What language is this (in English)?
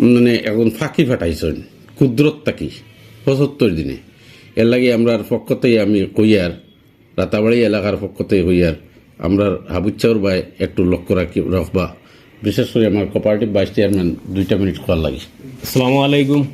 Sylheti